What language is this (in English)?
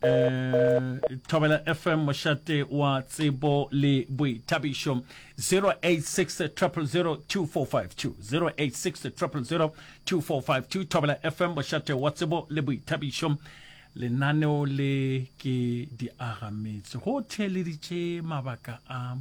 Northern Sotho